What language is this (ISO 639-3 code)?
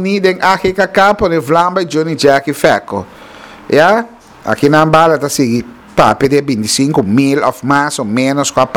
pap